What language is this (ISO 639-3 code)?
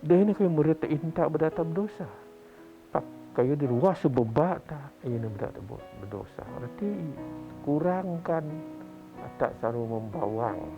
bth